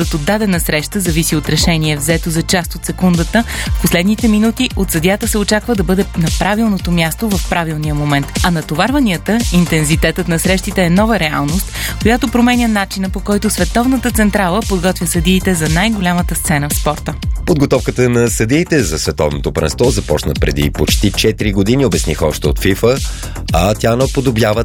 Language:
Bulgarian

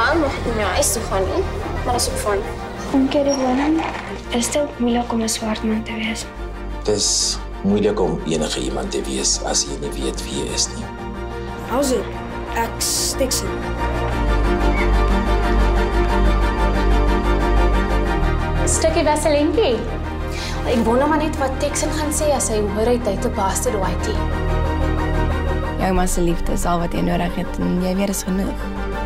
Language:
Afrikaans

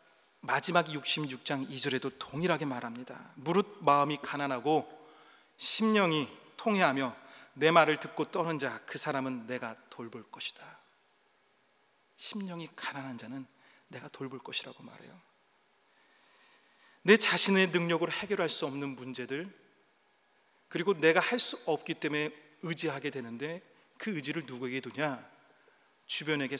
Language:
Korean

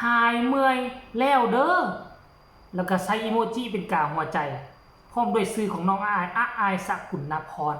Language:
Northeastern Thai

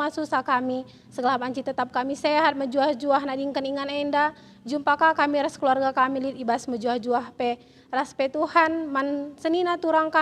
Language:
Batak Karo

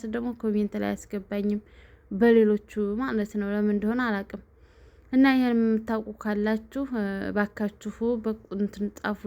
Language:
Amharic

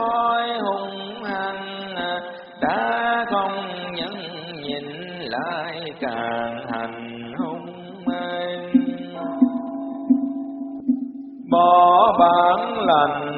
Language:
Vietnamese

